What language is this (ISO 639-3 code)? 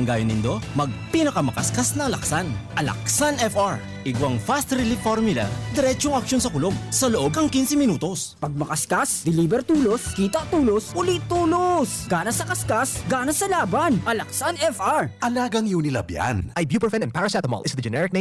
bik